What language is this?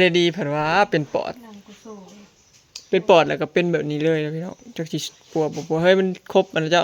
Northeastern Thai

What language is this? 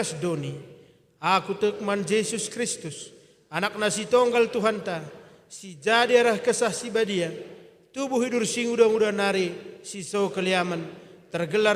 Batak Karo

